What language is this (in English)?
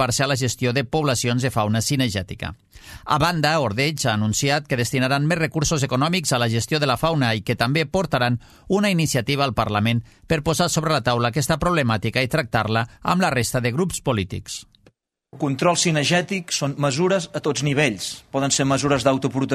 Catalan